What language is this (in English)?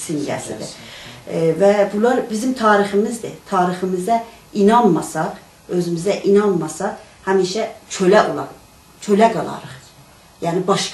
South Azerbaijani